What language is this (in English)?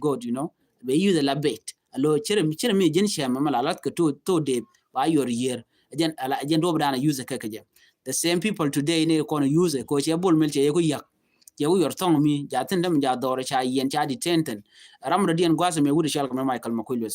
Nuer